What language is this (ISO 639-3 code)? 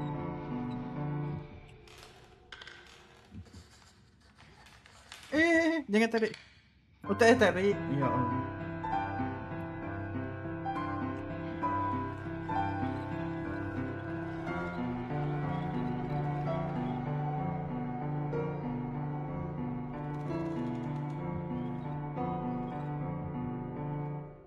msa